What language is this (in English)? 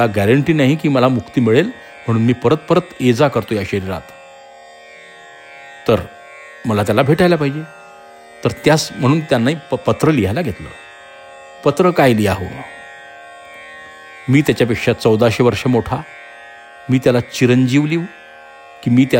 Marathi